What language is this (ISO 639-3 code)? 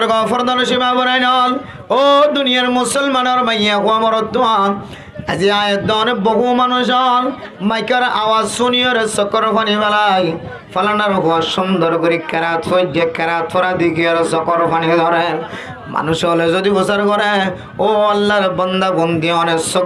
rhg